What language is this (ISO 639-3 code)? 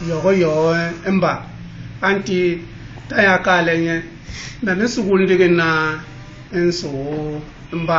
bas